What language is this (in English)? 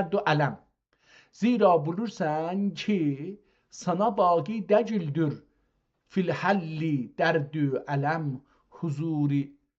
South Azerbaijani